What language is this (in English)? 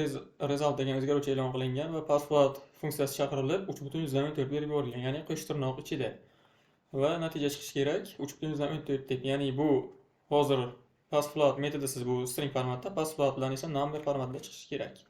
Uzbek